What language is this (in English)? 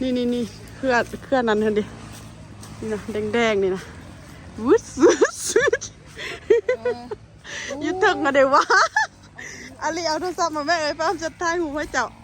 Lao